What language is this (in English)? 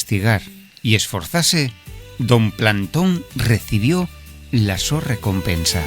Asturian